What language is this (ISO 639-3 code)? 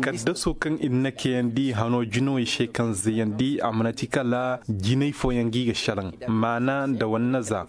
ses